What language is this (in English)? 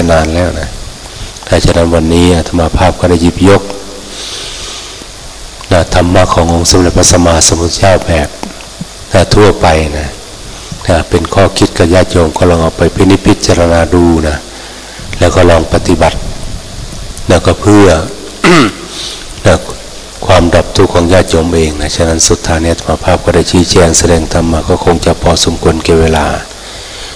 Thai